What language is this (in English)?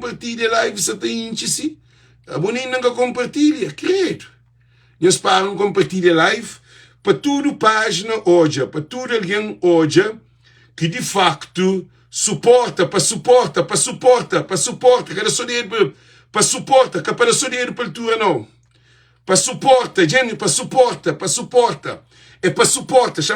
Kabuverdianu